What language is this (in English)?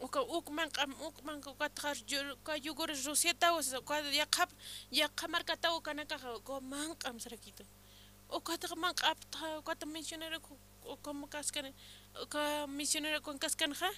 Aymara